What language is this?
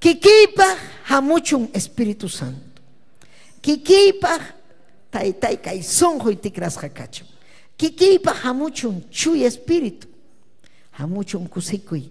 Ayacucho Quechua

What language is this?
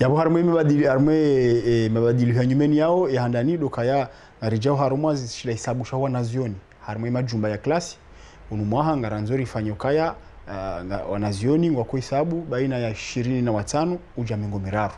Ngazidja Comorian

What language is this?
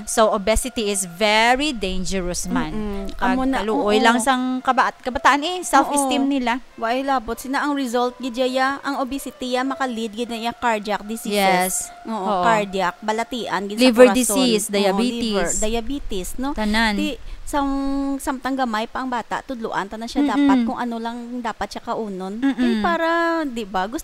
Hiligaynon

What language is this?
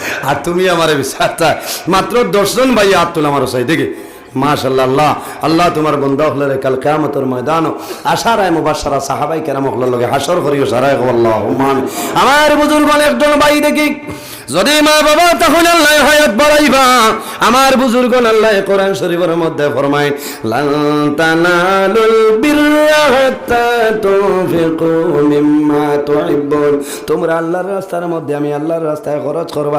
Sylheti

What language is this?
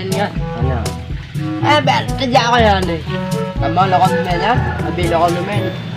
Achinese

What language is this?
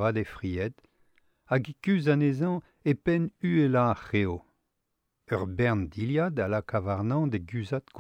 Breton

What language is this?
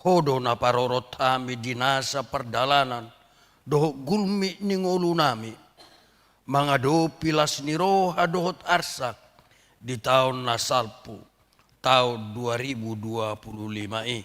Batak Toba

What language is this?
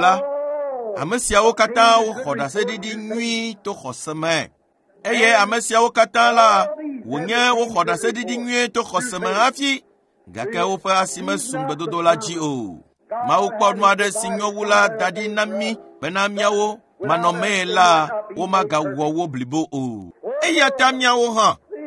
Ewe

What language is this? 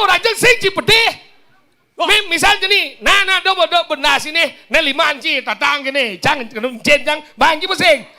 Balinese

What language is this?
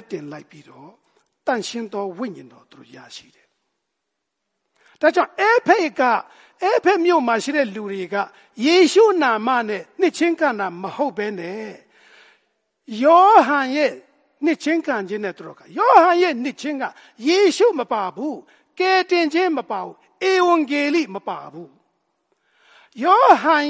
Burmese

